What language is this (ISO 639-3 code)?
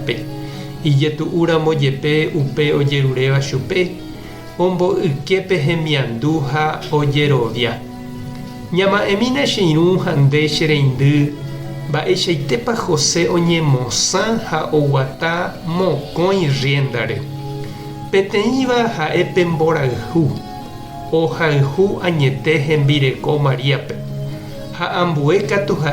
grn